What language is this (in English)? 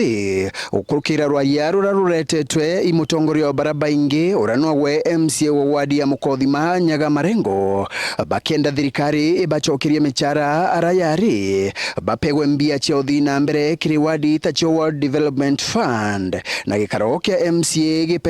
Meru